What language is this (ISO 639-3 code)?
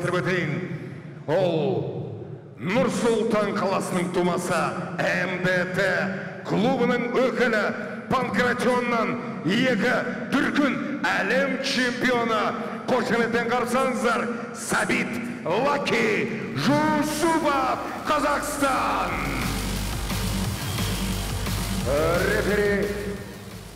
kaz